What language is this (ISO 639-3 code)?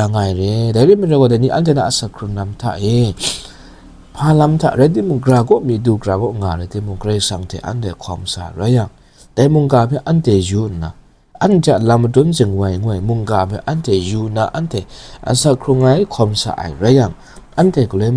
kac